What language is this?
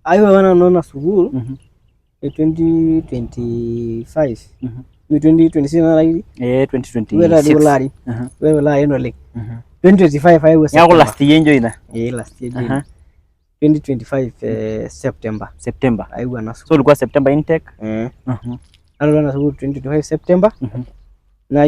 Masai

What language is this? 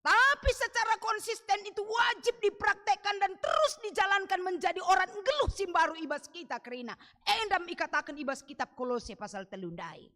Batak Karo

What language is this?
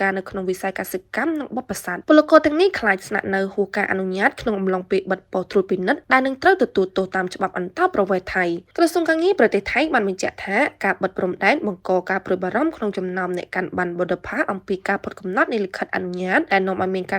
Khmer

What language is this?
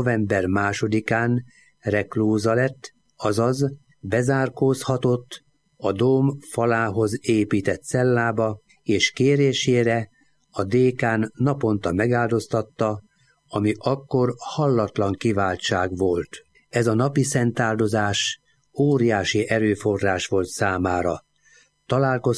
Hungarian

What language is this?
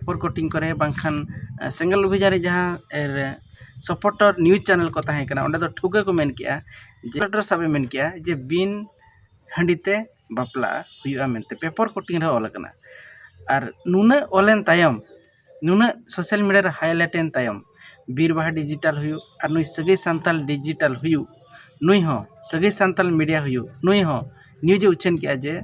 Santali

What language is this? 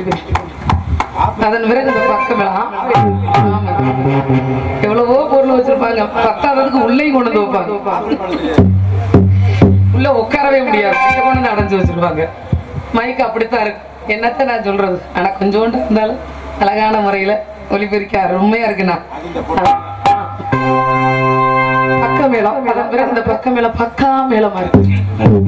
Tamil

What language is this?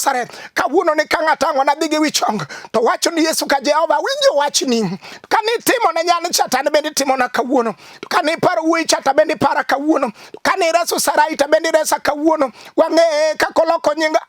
Luo (Kenya and Tanzania)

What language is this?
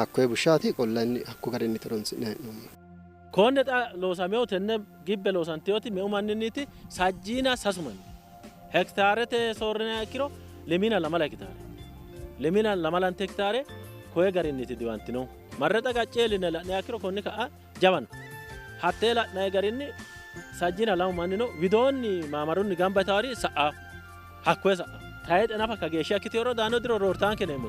Sidamo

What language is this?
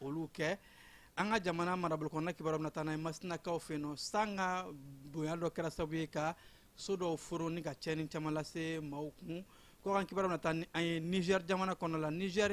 Bambara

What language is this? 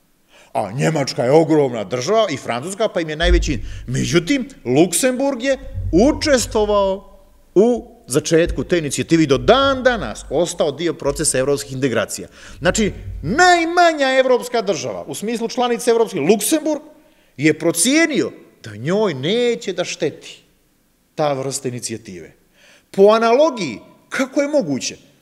Serbian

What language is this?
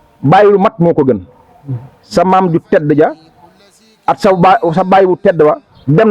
Wolof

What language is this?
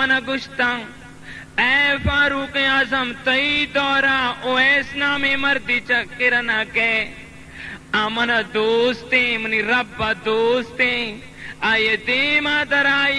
Baluchi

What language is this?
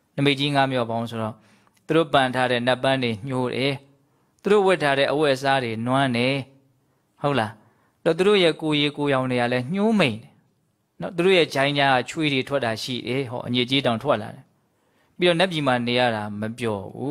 Burmese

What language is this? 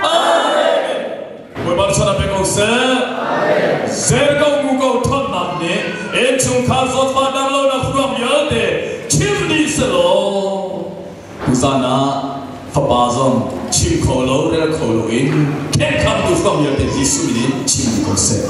Hakha Chin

